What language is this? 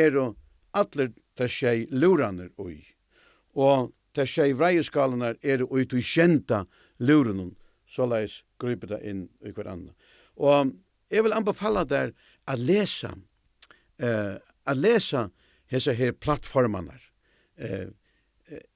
Faroese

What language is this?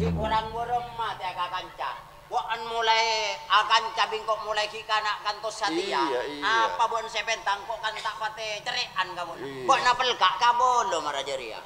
Madurese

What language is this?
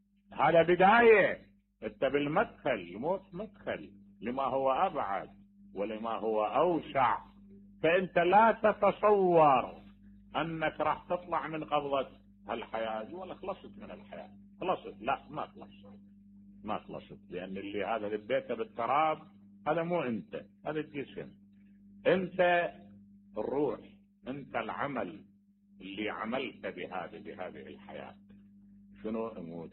Mesopotamian Arabic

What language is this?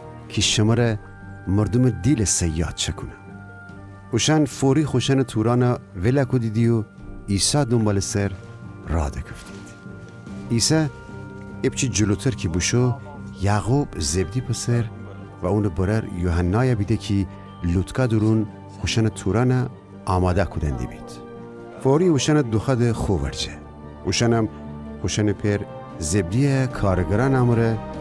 Gilaki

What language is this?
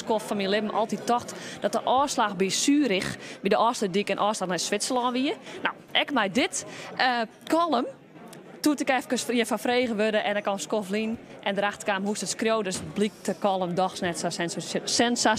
Western Frisian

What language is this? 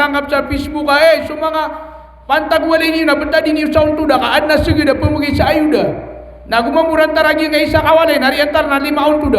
Maranao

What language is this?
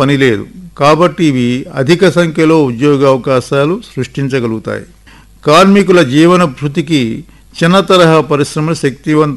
Telugu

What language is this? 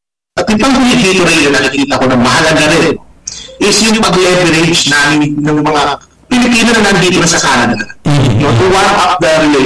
Filipino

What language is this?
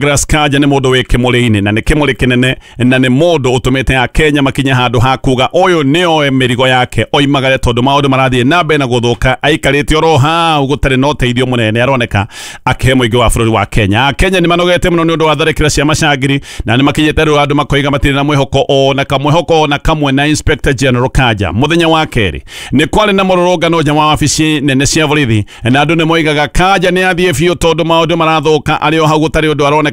Kikuyu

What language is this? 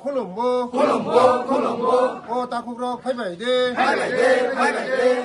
Kok Borok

